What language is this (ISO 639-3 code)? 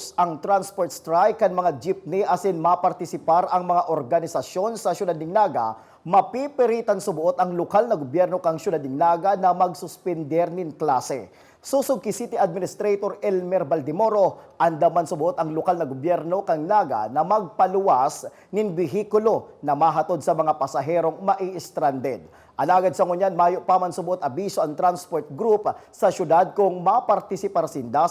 bik